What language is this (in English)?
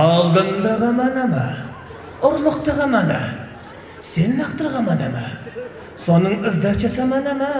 Kazakh